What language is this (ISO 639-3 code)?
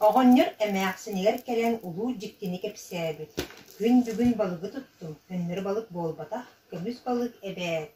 sah